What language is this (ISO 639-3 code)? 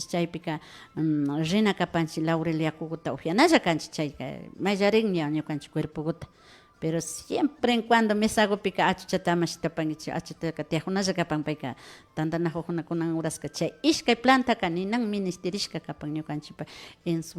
qvi